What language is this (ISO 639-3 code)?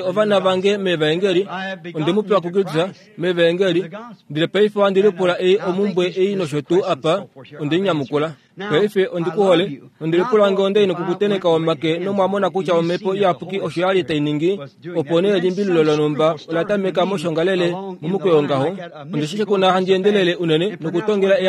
kua